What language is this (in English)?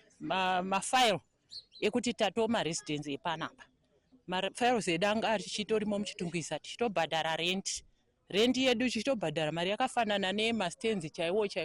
Shona